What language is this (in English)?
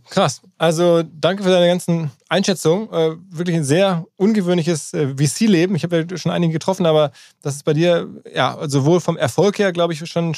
German